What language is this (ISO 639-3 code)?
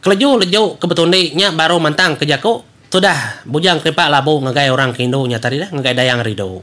iba